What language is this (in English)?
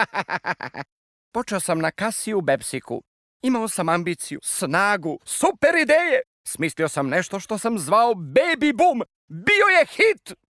Serbian